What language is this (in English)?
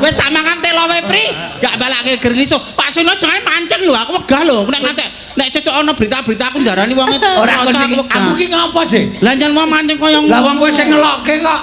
Javanese